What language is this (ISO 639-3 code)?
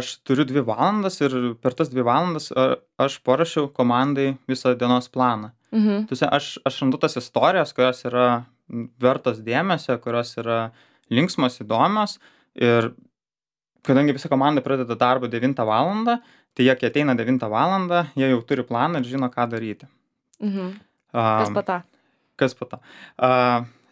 lit